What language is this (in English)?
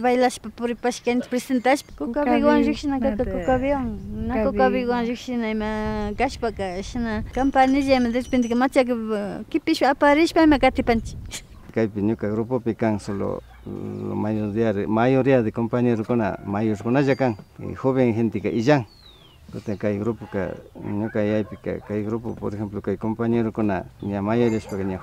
Imbabura Highland Quichua